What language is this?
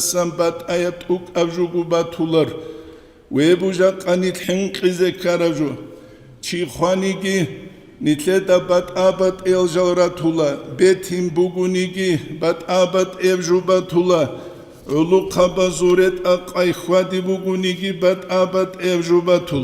Avaric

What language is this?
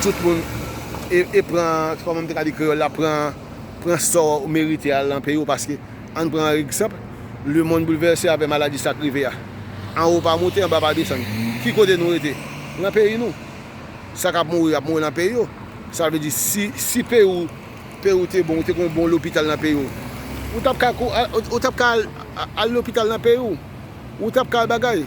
Haitian Creole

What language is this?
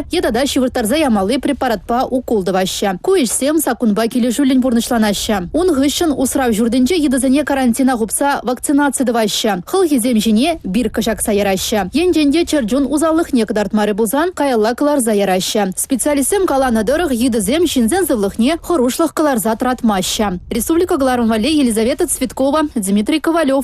Chuvash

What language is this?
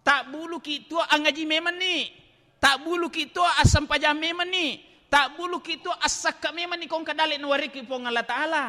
Buginese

